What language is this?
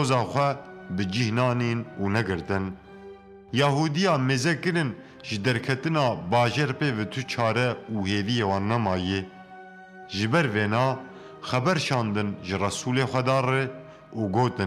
Kurdish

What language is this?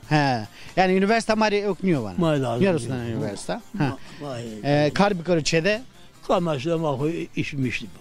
Zaza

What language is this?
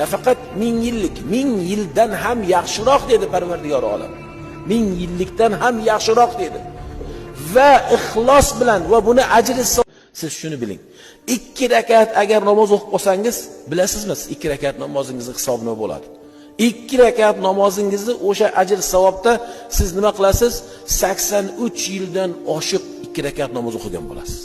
Uzbek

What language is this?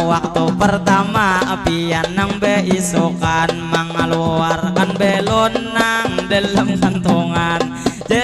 Banjar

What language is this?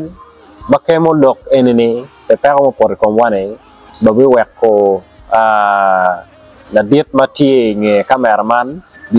Acoli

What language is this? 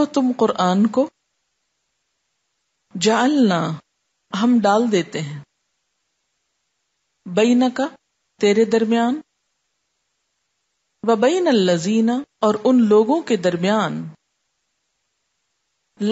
Urdu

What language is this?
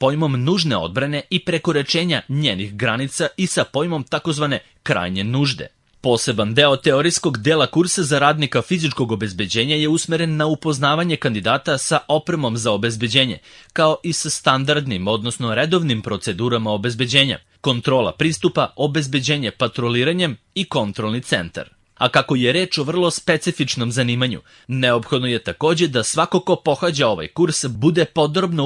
Serbian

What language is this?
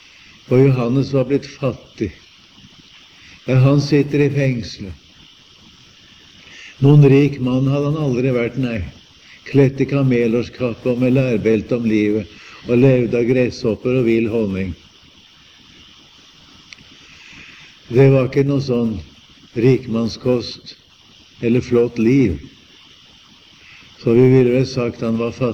Norwegian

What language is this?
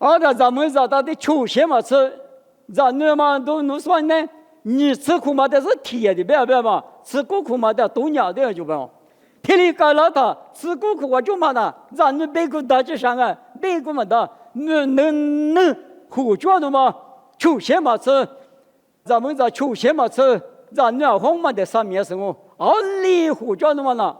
Lisu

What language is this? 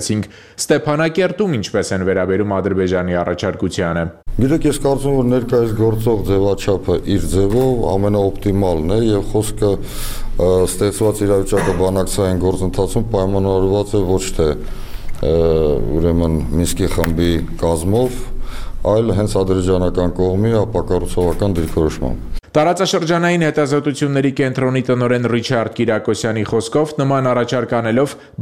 Armenian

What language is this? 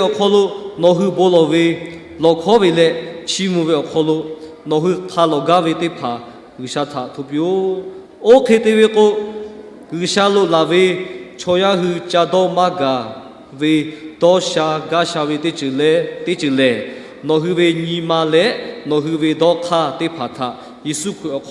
Lahu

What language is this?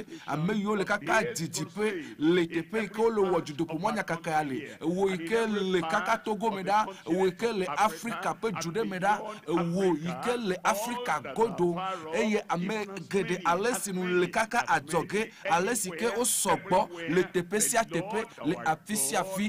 Ewe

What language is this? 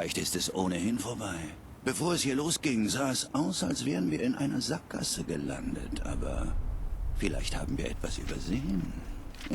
Bavarian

